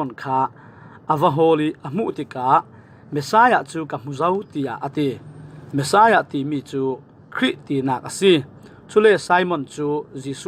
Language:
Falam Chin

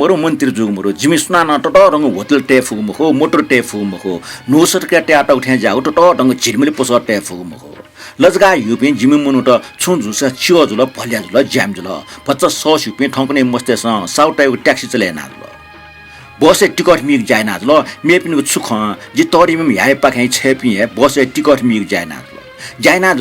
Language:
Newari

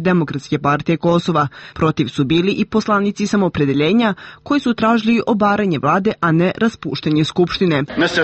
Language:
Serbian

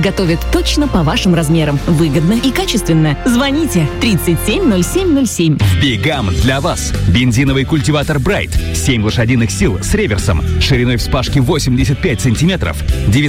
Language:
Russian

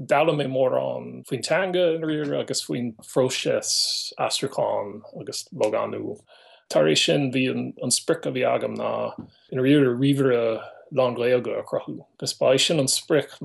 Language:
Irish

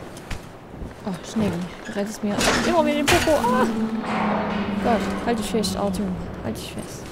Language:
German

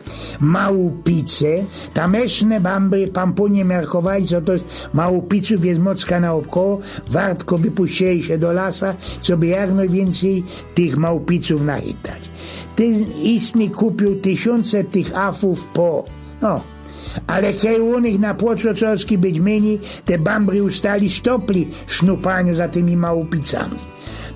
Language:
Silesian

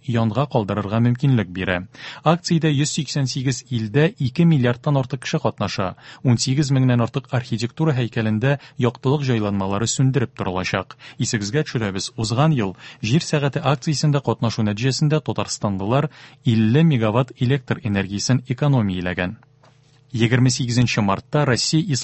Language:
Tatar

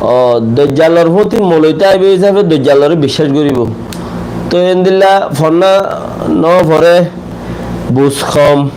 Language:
Rohingya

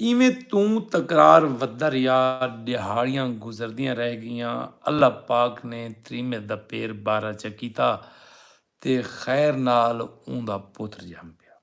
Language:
Saraiki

